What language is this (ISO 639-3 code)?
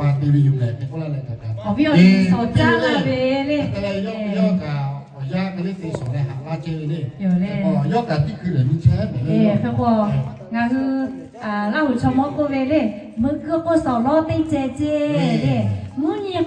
lhu